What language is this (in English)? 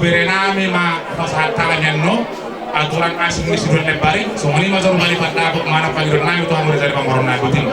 Batak Toba